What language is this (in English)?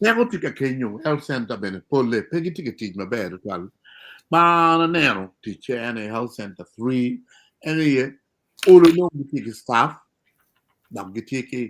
Acoli